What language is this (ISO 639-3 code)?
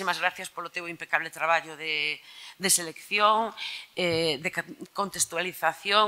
glg